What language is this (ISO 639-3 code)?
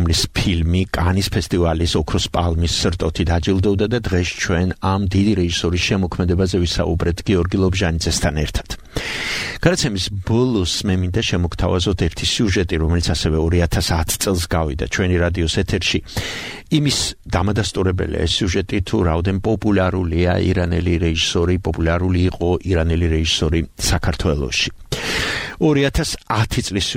kat